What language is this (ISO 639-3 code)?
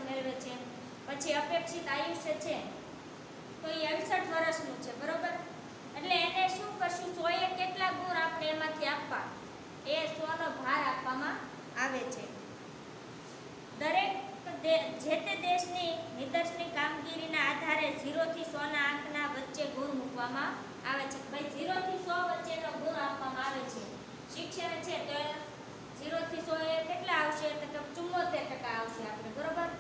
guj